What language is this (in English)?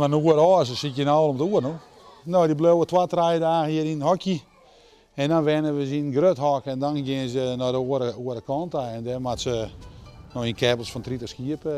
Western Frisian